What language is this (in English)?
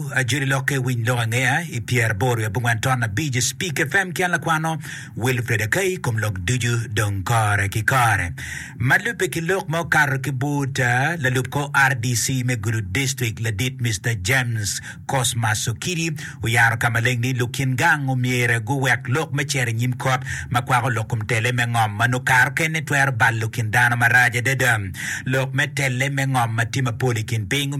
Acoli